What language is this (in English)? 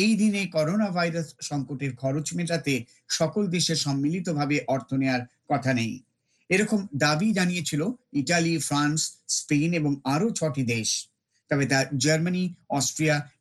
Bangla